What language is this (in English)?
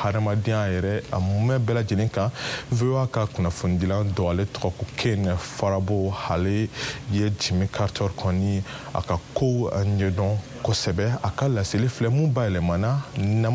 Bambara